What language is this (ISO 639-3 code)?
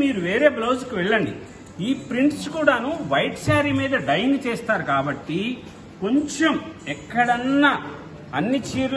tel